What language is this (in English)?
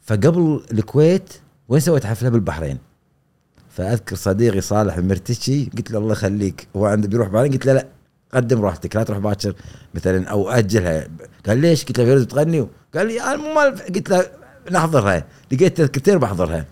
Gulf Arabic